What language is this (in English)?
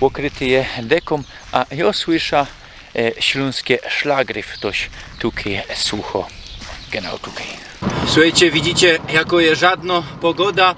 Silesian